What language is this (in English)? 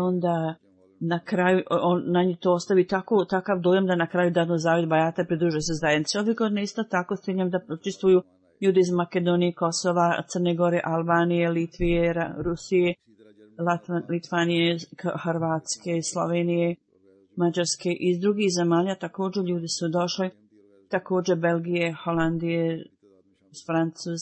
Bosnian